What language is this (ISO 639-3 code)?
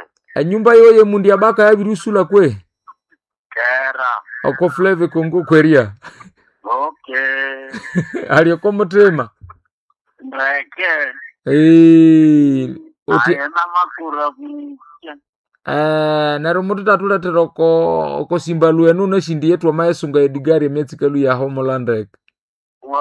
nnb